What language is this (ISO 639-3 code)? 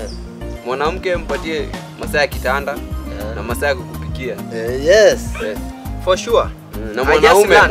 swa